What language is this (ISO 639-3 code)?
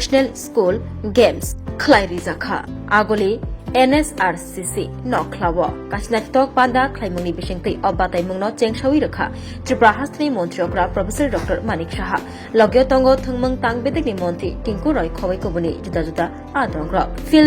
trp